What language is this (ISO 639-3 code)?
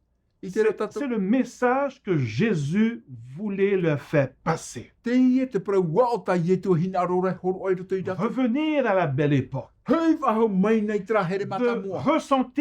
tah